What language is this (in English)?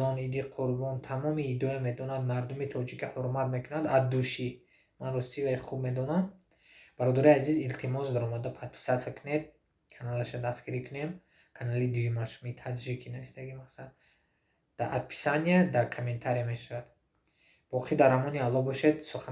Tajik